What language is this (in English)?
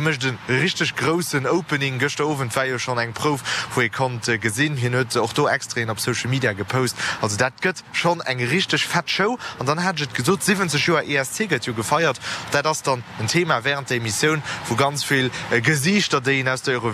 Luxembourgish